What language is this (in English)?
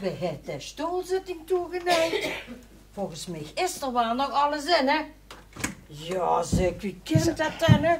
Limburgish